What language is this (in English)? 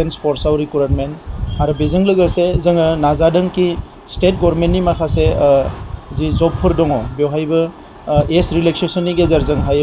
Bodo